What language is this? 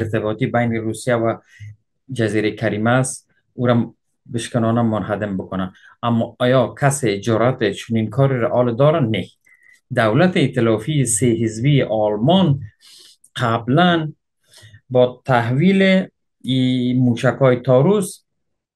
Persian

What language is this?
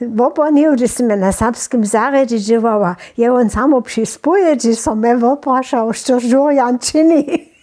Upper Sorbian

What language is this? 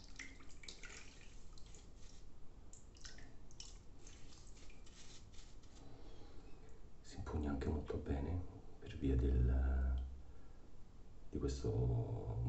Italian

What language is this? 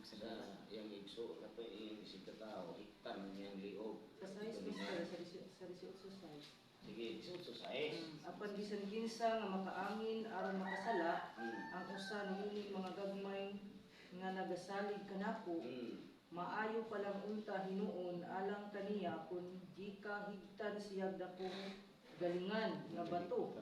Cebuano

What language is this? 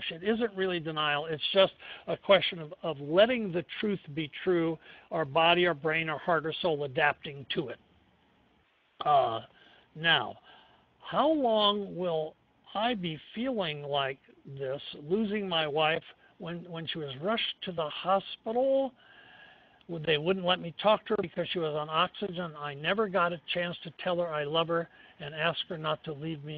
English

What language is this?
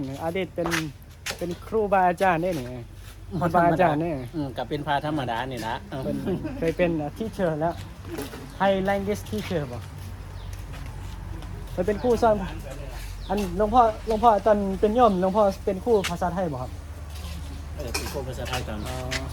Northeastern Thai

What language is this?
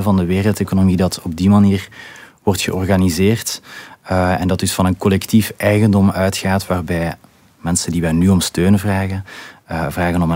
Dutch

